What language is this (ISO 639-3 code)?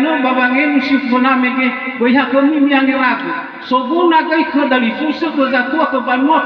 nia